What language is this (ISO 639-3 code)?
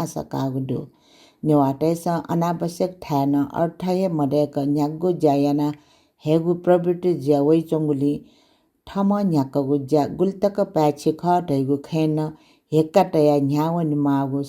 new